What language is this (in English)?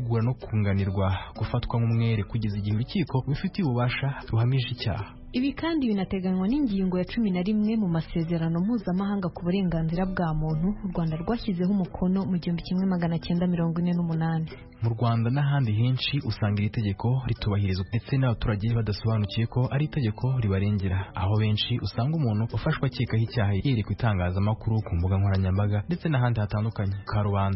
Kinyarwanda